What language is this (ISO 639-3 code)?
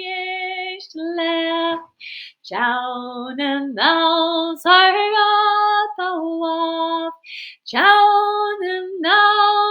gla